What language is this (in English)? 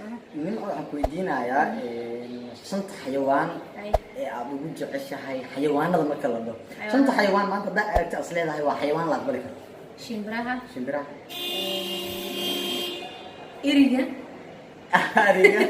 Somali